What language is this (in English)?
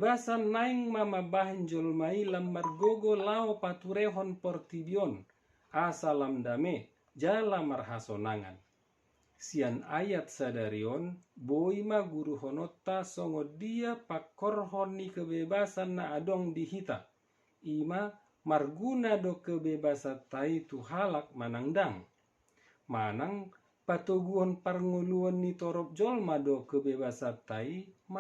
Batak Toba